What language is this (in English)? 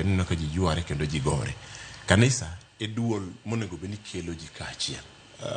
Luo (Kenya and Tanzania)